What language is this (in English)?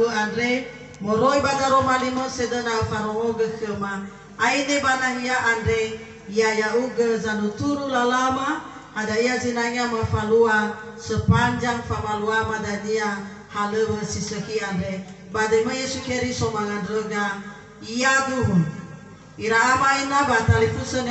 Nias